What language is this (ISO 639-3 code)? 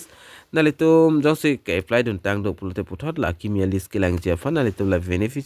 mjw